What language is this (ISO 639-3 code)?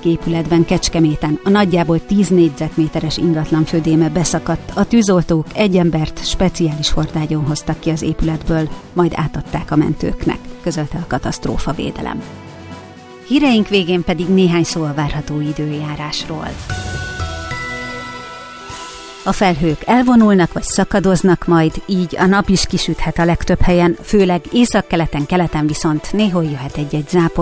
hun